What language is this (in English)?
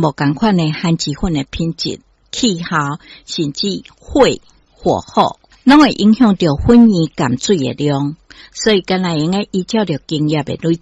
Min Nan Chinese